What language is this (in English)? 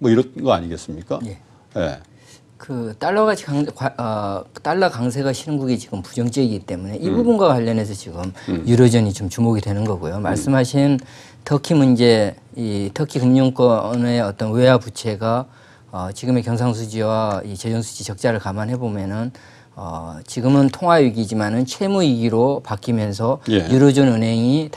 Korean